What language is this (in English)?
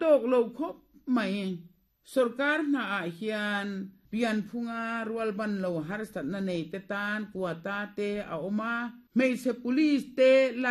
Mizo